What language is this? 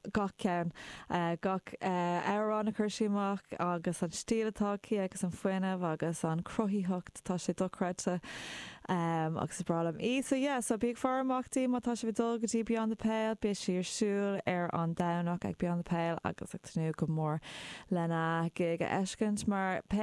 Irish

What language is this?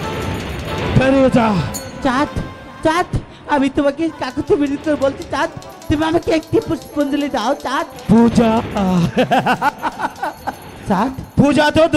Bangla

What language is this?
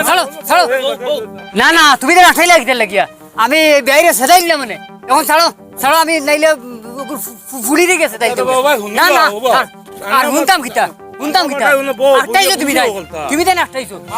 Sylheti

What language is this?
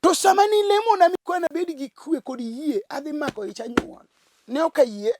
Luo (Kenya and Tanzania)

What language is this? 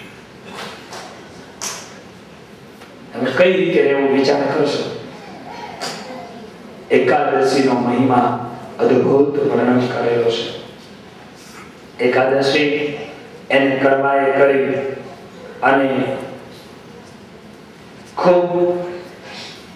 Gujarati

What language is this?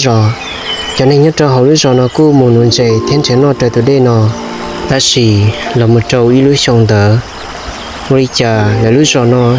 Hmong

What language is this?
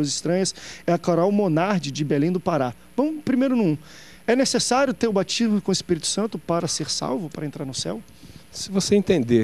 Portuguese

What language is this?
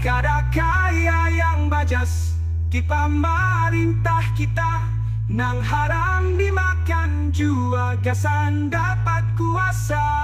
Banjar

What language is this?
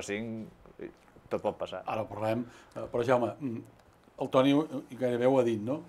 Catalan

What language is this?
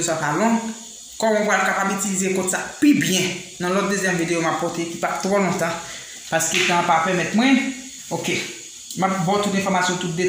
Haitian Creole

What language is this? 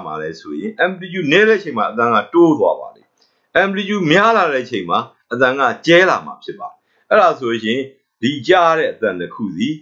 Burmese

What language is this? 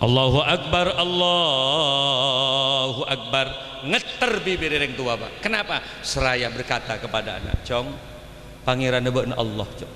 Madurese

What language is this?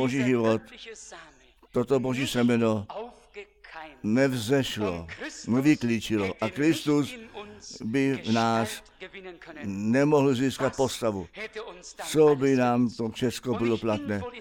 Czech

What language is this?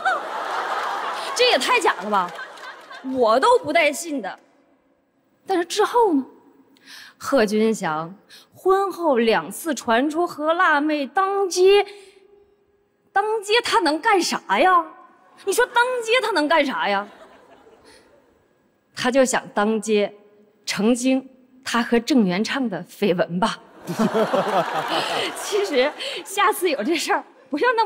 Chinese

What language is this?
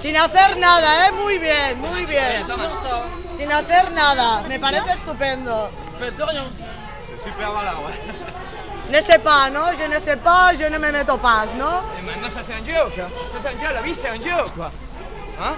Catalan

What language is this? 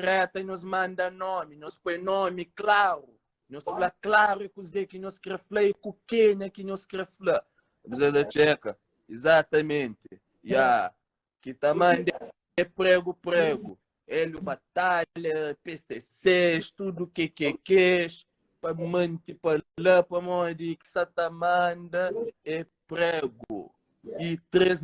Kabuverdianu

